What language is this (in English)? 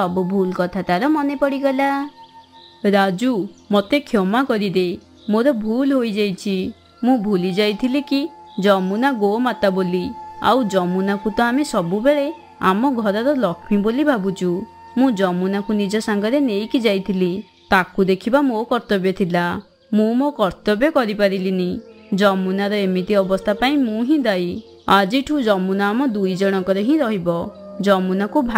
Odia